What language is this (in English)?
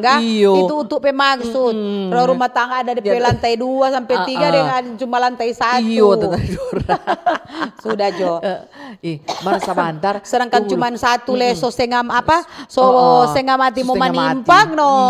Manado Malay